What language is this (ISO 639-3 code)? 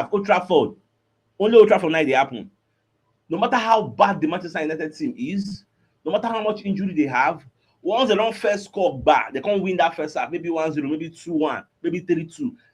pcm